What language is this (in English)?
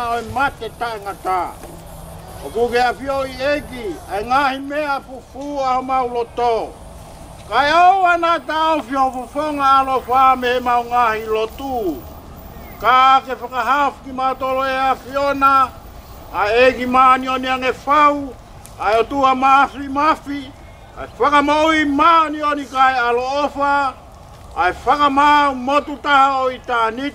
Tongan